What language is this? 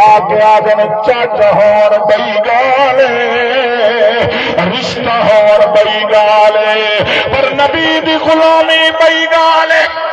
Saraiki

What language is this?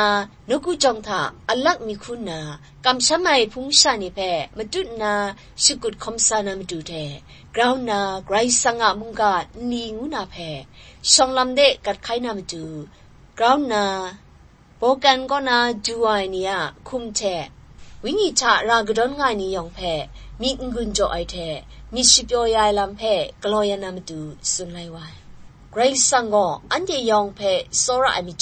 Kachin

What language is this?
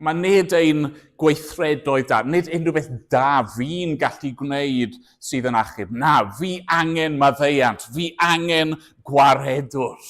Welsh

